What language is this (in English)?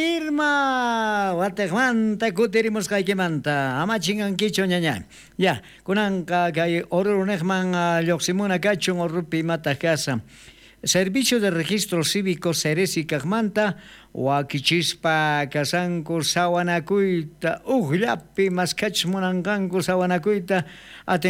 South Bolivian Quechua